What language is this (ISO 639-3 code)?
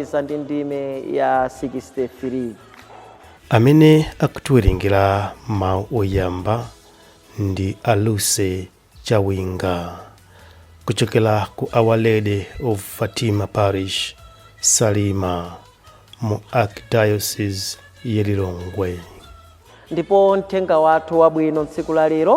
nya